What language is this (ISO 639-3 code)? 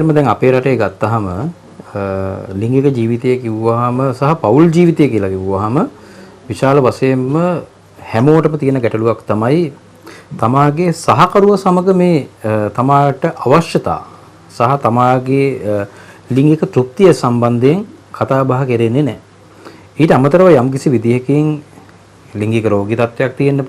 sin